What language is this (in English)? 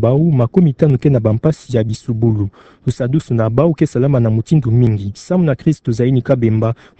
Kituba (Democratic Republic of Congo)